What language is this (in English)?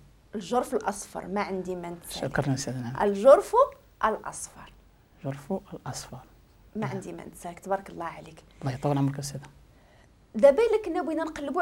Moroccan Arabic